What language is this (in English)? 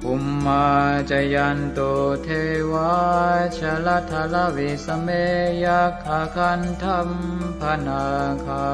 Pali